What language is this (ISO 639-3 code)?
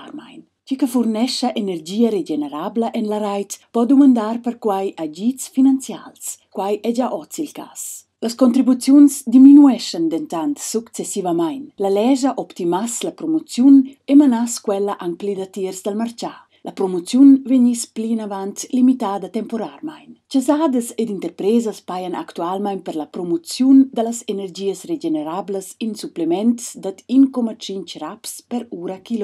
roh